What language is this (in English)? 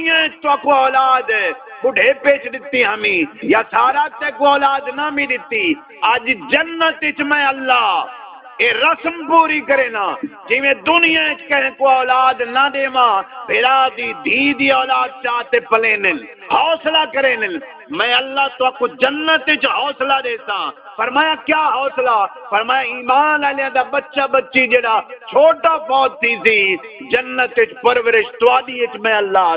Saraiki